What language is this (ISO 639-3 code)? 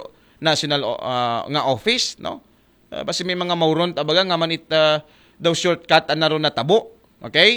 akl